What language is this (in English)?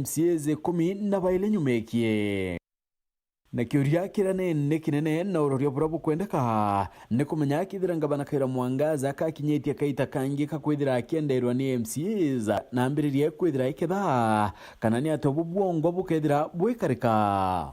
Meru